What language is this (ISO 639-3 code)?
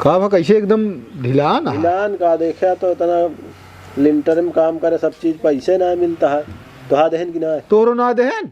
awa